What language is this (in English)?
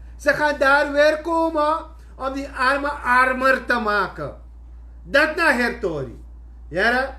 Sranan Tongo